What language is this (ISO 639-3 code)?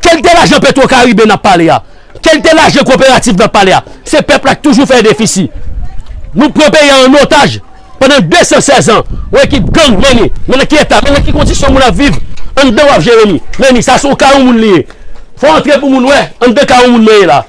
hat